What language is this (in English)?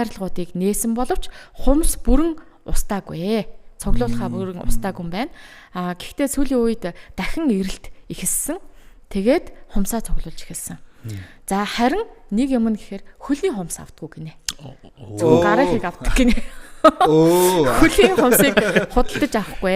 Mongolian